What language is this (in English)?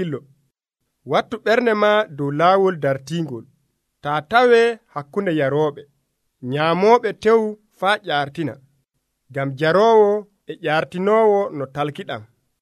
Nigerian Fulfulde